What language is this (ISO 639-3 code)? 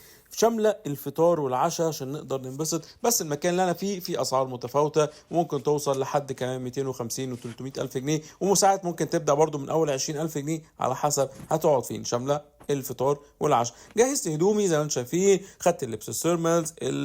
arz